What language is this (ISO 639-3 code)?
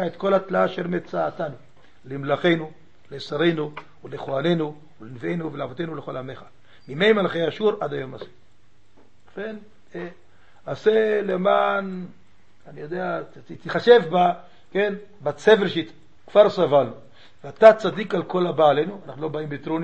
heb